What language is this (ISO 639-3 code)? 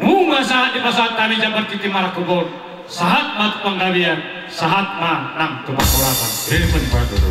bbc